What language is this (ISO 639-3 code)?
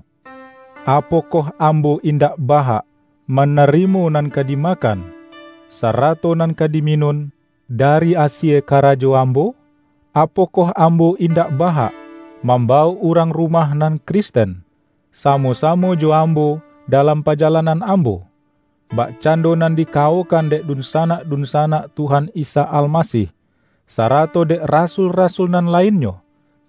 min